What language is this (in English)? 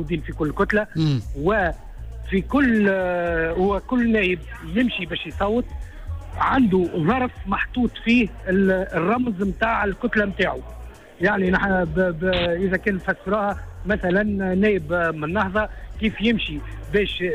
Tunisian Arabic